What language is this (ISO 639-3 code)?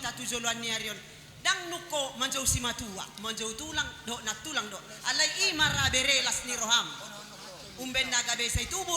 bbc